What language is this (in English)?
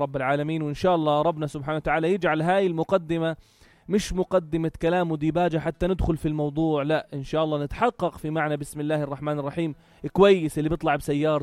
North Levantine Arabic